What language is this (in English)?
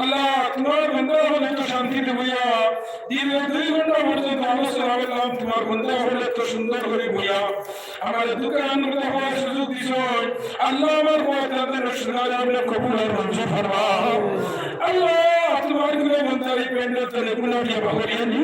Sylheti